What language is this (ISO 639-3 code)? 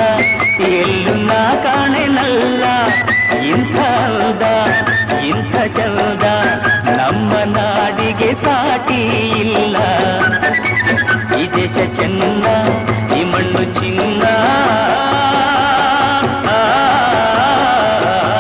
kan